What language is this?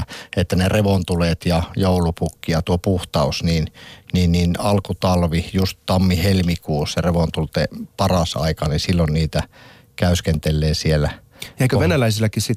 Finnish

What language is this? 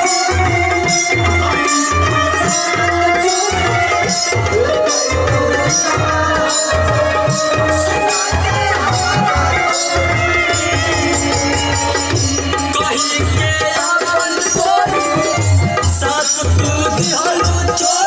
Bhojpuri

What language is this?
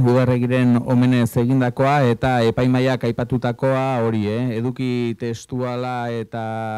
Basque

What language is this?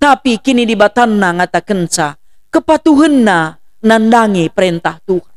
Batak Karo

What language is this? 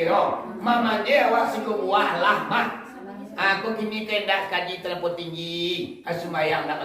Minangkabau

